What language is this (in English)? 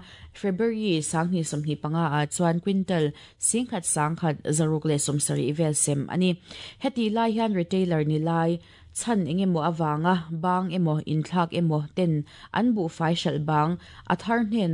Mizo